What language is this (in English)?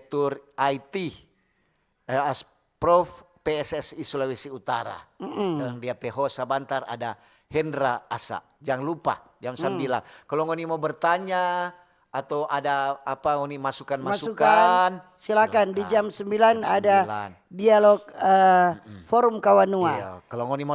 Manado Malay